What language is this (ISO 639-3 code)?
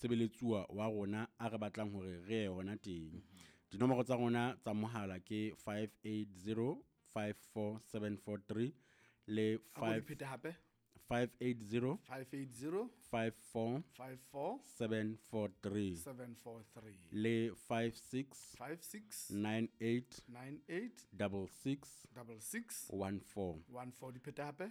sot